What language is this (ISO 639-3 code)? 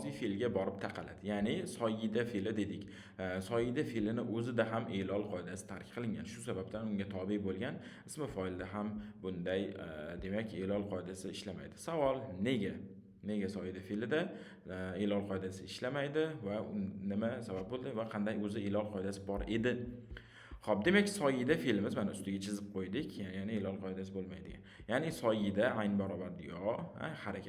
uzb